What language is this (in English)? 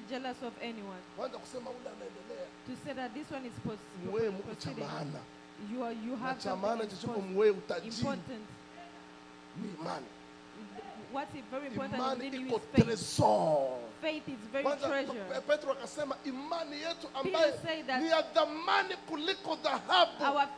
Swahili